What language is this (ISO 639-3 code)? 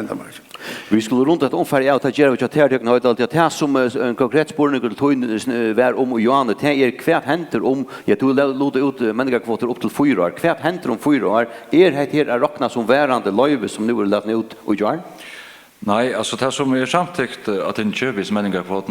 fao